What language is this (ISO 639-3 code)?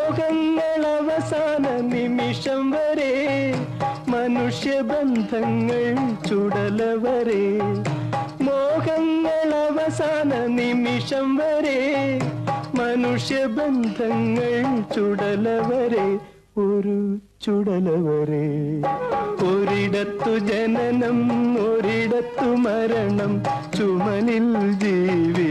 mal